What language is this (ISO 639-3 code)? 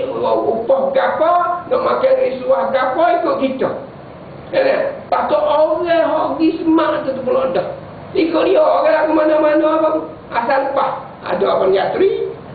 msa